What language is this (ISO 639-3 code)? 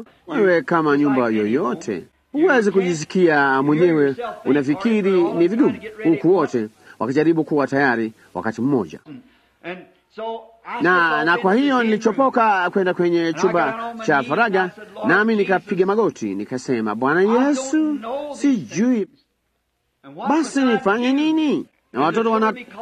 swa